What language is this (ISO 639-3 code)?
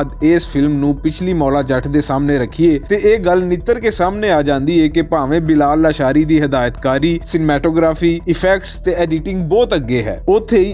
lah